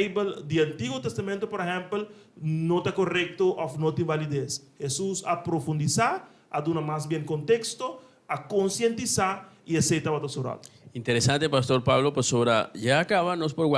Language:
Papiamento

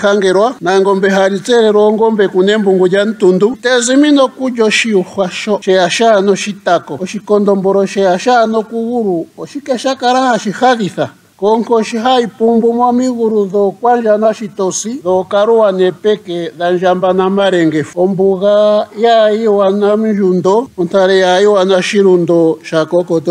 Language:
Ndonga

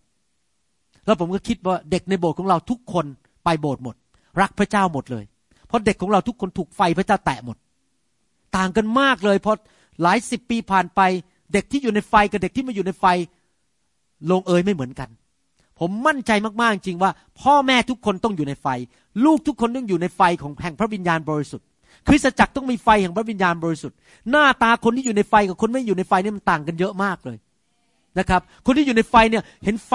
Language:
Thai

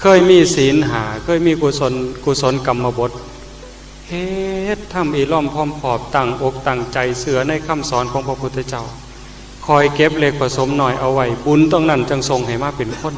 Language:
Northeastern Thai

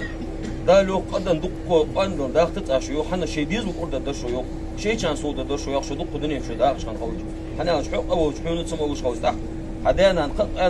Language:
Ingush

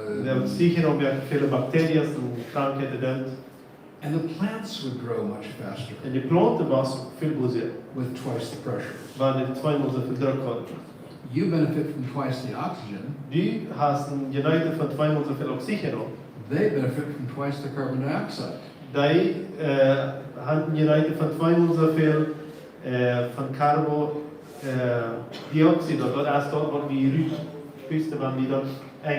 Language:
Plautdietsch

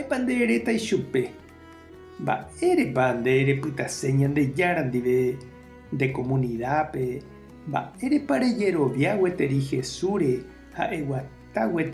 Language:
Guarani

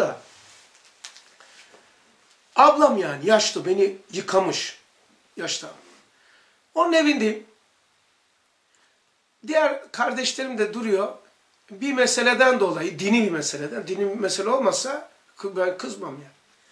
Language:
Turkish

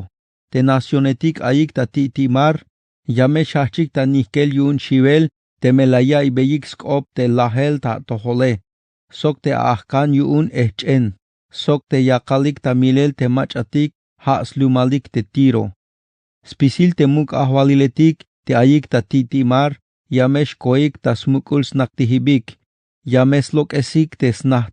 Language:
Tzeltal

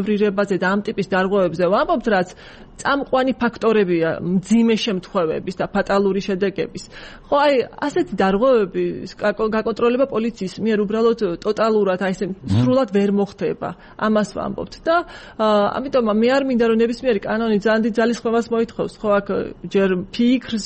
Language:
Georgian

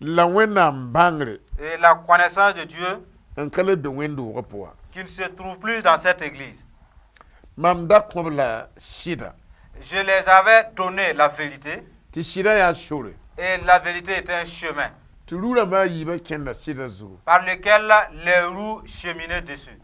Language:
Mossi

